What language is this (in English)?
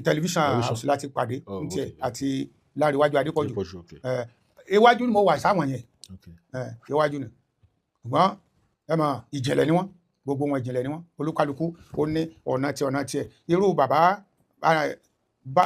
Yoruba